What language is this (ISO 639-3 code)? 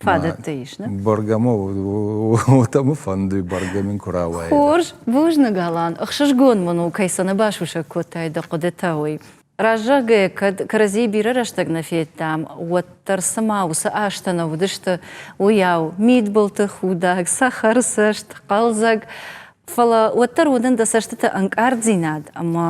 oss